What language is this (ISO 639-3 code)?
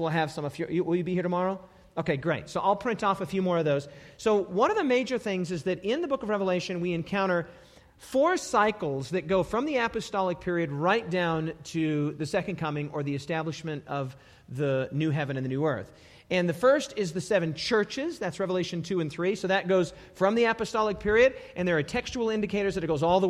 eng